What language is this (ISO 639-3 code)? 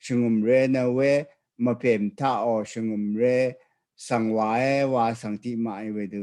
raw